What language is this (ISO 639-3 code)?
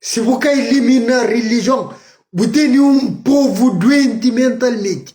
kea